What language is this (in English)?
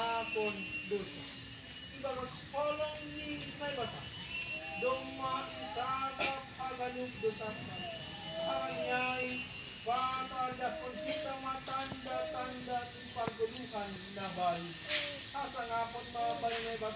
Batak Simalungun